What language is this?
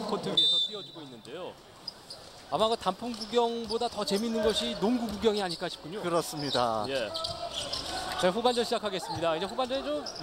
Korean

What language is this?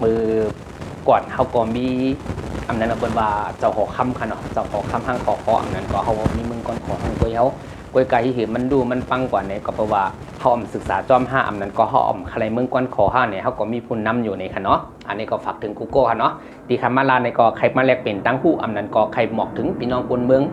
Shan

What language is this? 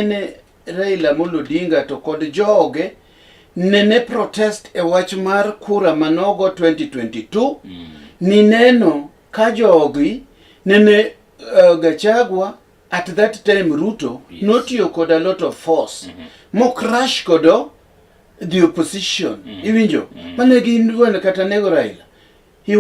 Luo (Kenya and Tanzania)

